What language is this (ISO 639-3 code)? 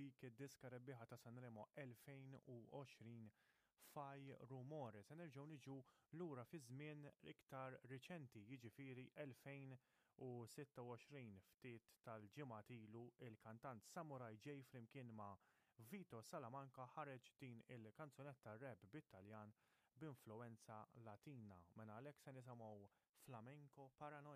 mlt